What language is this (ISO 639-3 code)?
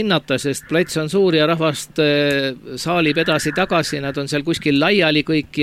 est